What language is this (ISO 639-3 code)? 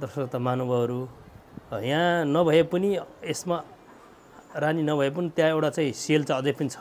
nep